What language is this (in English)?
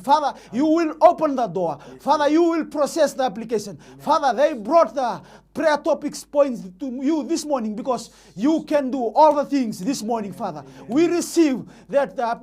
Fijian